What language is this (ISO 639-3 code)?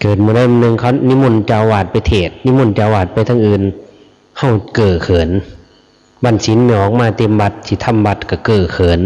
lao